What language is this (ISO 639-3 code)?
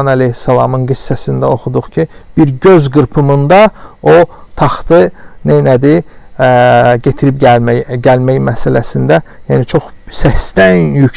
aze